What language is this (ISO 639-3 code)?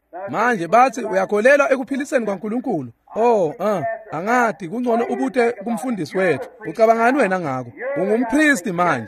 ssw